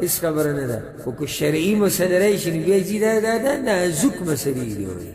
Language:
Pashto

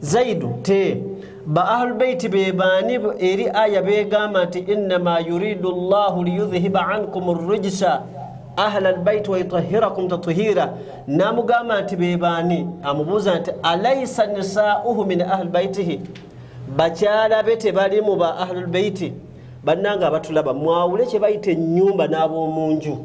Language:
Ganda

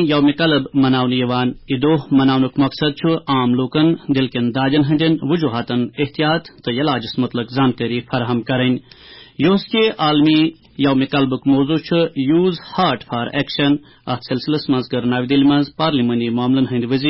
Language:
Kashmiri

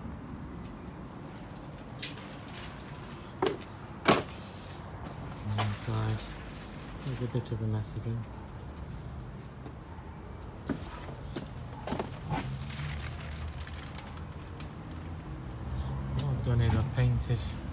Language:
English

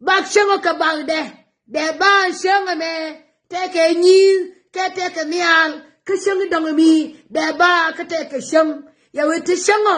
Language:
Nuer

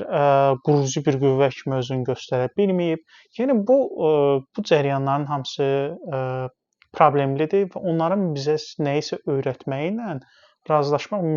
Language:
Azerbaijani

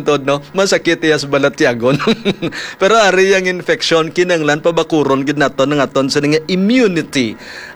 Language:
Hiligaynon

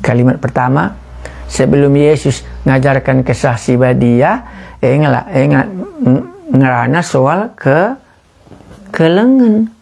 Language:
Batak Karo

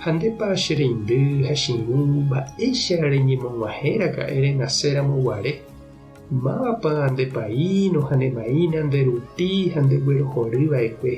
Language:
Guarani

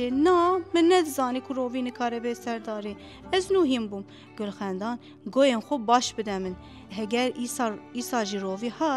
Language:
Kurdish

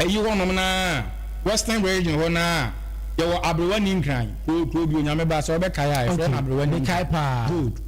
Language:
Akan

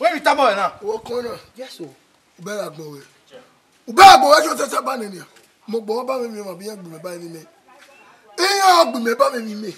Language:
Bini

